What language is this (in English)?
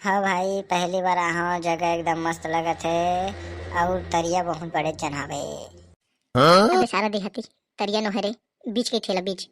Chhattisgarhi